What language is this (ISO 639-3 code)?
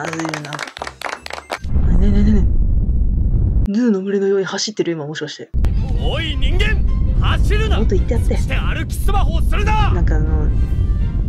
jpn